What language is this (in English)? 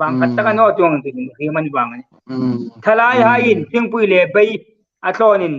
Hmar